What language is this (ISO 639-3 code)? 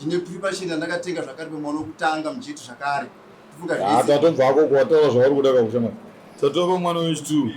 sna